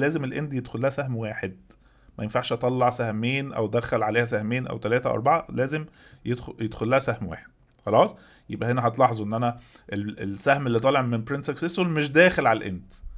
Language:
Egyptian Arabic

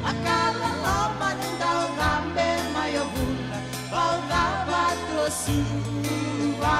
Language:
Fijian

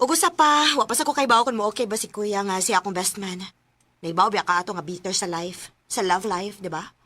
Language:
Cebuano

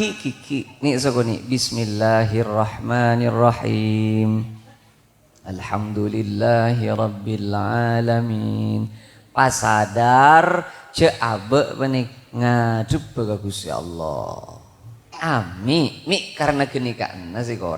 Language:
Madurese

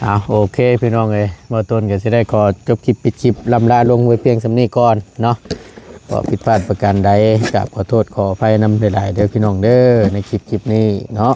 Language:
Northeastern Thai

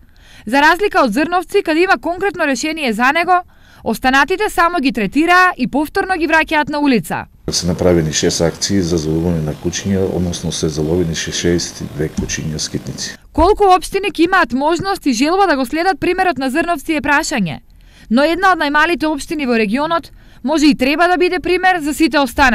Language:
Macedonian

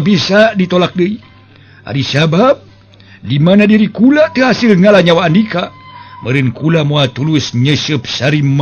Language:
Sundanese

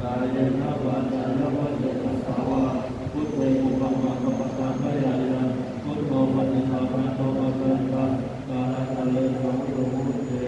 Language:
Pali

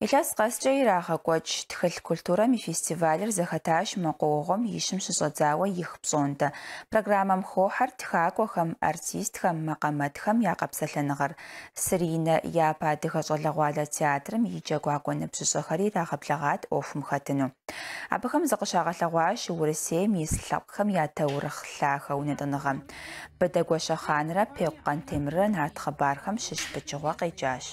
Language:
Kabardian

